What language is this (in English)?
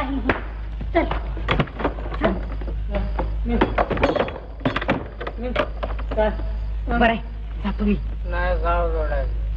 Marathi